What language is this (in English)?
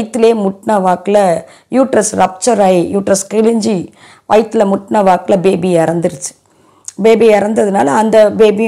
Tamil